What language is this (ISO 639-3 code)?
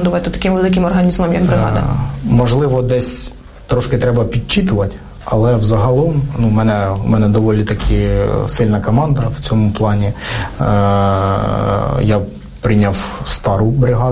ukr